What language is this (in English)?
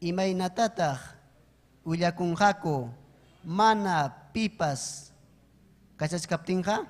Ayacucho Quechua